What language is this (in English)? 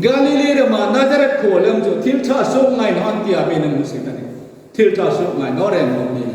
Hmar